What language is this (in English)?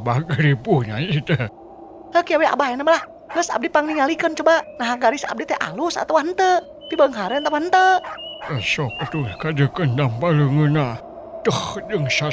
Sundanese